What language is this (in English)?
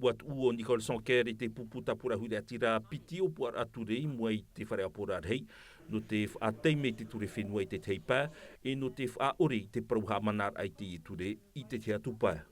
Tahitian